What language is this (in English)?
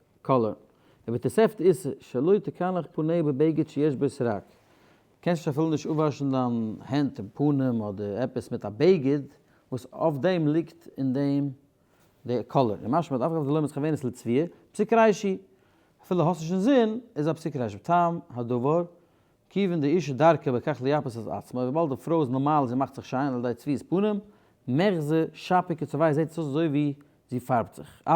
Yiddish